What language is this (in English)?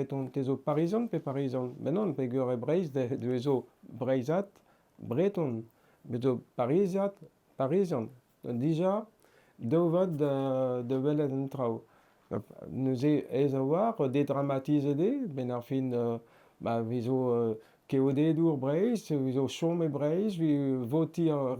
Breton